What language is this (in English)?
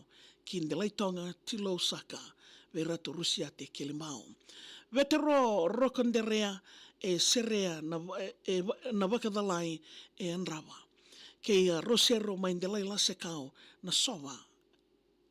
Fijian